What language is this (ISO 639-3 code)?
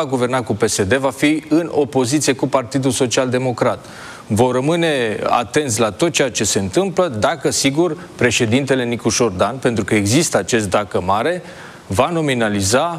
ron